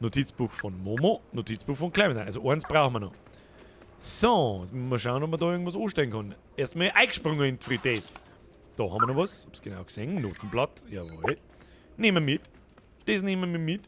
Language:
Bavarian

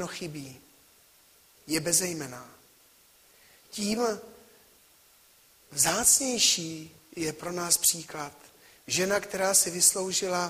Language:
Czech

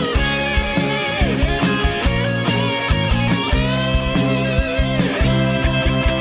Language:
Akha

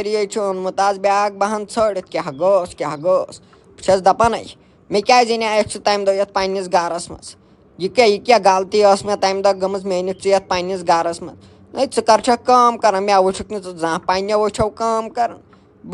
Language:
Kashmiri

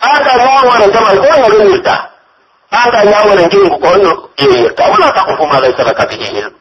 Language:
Pular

